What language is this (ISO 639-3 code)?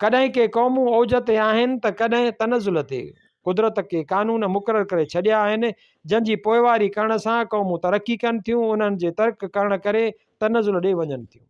snd